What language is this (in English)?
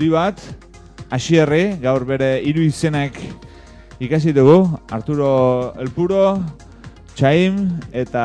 Basque